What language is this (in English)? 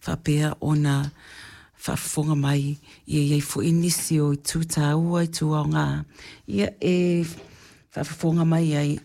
Samoan